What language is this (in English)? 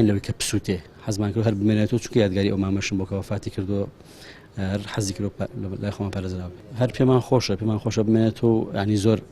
Central Kurdish